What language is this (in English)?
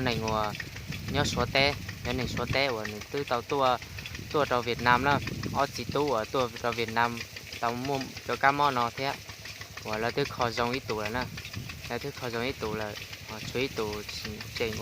Hmong